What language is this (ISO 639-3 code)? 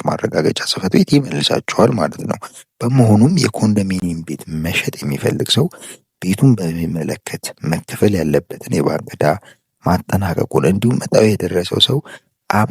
amh